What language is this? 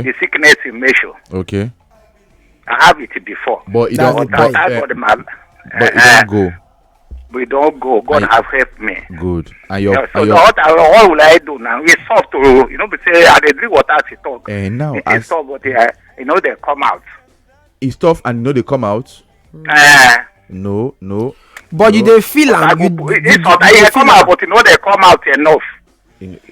Nigerian Pidgin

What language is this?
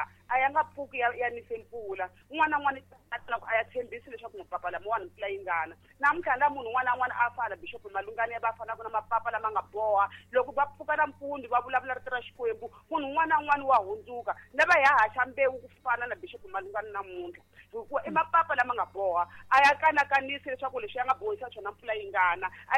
Tsonga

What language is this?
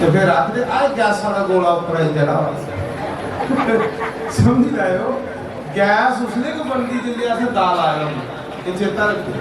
Dogri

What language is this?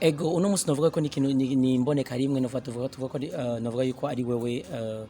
Rundi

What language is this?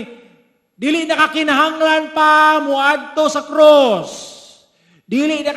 Cebuano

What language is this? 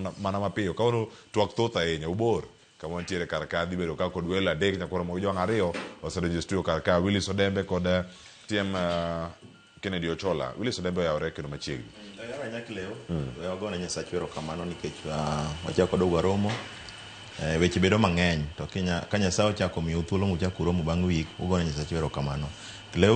Luo (Kenya and Tanzania)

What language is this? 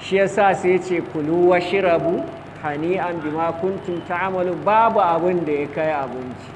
Hausa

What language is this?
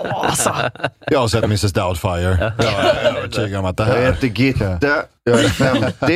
Swedish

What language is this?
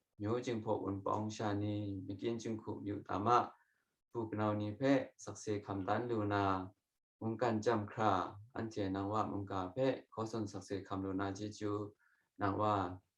Kachin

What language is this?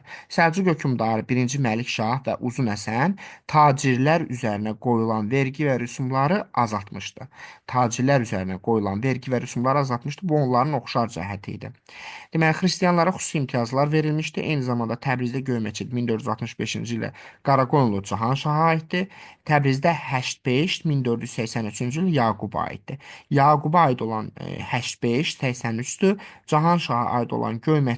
Azerbaijani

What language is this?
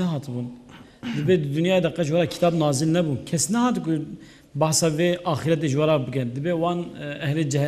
Kurdish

